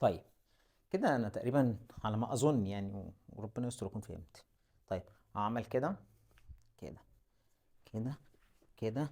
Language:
Egyptian Arabic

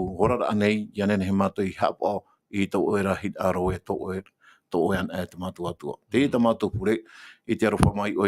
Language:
Tahitian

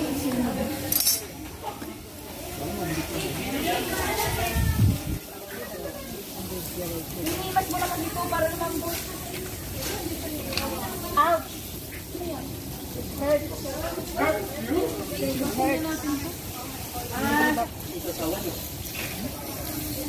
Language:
Filipino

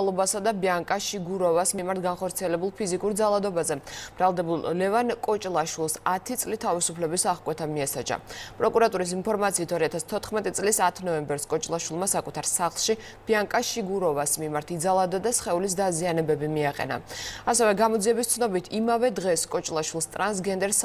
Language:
Georgian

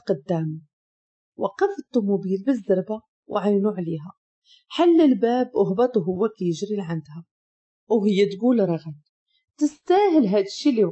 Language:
Moroccan Arabic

